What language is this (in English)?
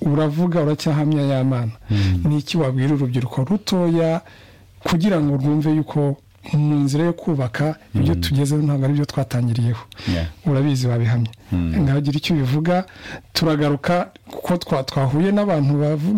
Kinyarwanda